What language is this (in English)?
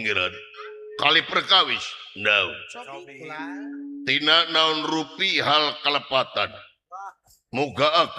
Sundanese